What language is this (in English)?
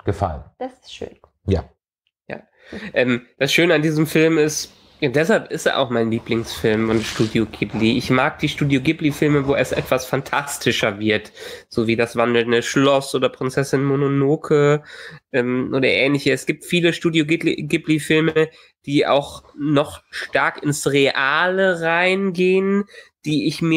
German